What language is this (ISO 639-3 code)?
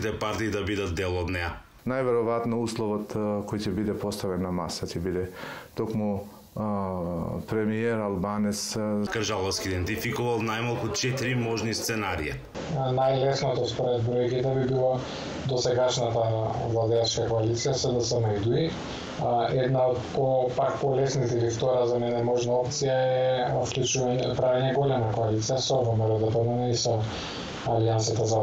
mkd